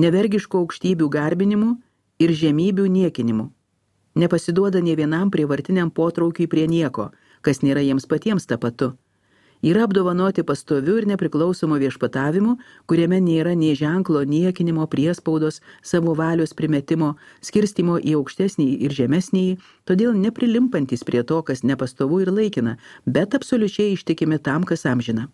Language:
Lithuanian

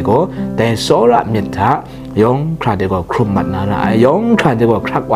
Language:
Kachin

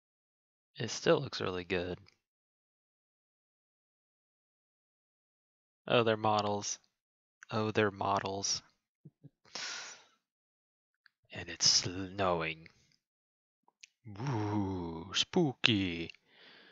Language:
English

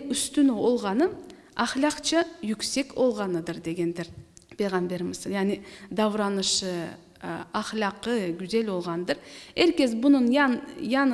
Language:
Crimean Tatar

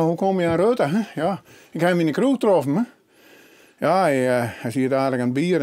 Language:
Western Frisian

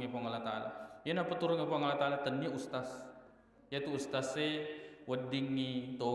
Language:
Buginese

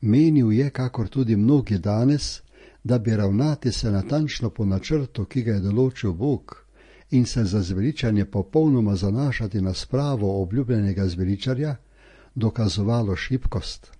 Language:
Slovenian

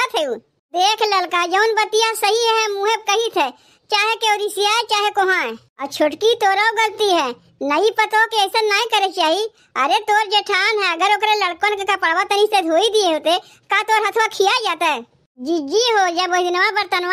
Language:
Awadhi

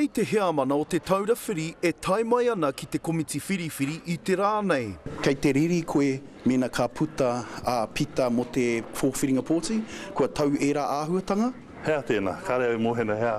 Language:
Māori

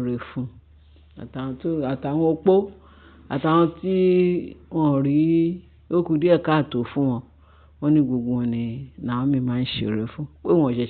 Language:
Yoruba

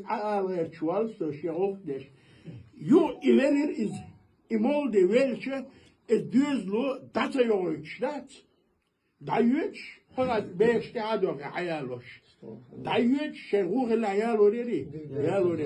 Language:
Chechen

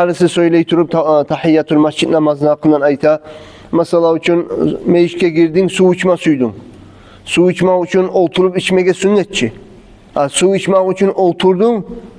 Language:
Kumyk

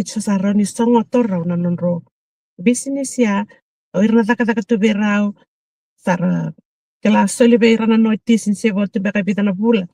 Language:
Fijian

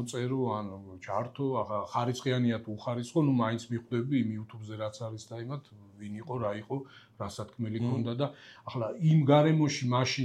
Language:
Georgian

